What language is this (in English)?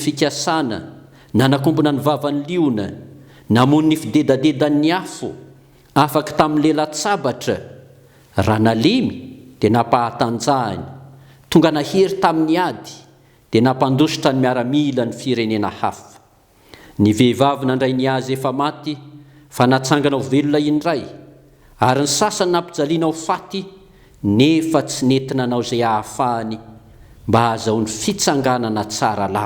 Malagasy